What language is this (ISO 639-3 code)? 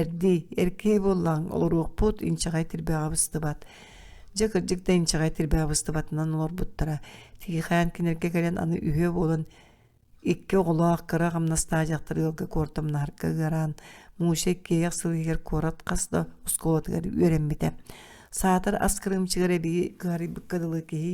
sah